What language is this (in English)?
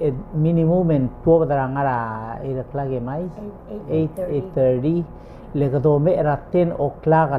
Palauan